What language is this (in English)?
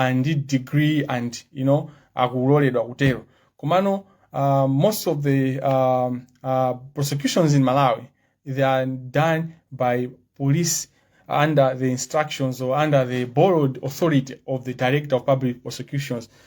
Nyanja